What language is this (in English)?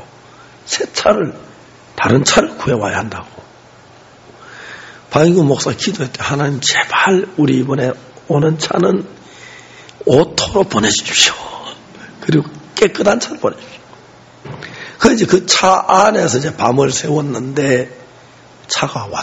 Korean